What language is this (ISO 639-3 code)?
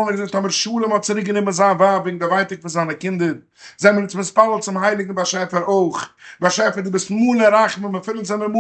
yid